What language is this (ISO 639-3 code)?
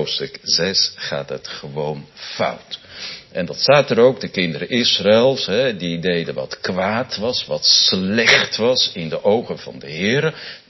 nld